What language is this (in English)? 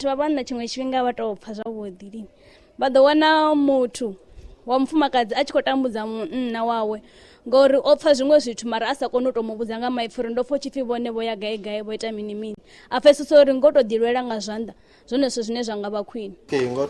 Venda